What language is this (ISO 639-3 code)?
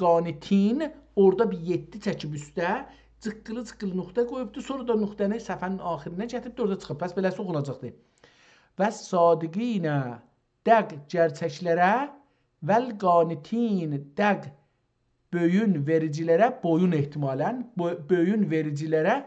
azb